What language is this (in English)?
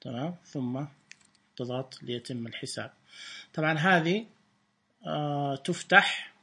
Najdi Arabic